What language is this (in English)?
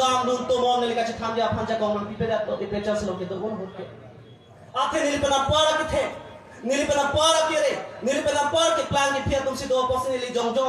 Karbi